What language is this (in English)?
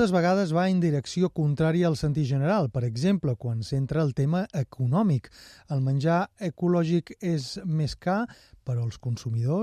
Catalan